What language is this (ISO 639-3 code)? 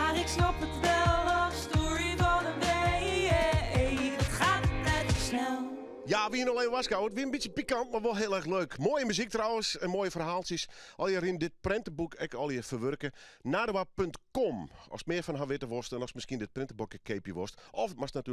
fry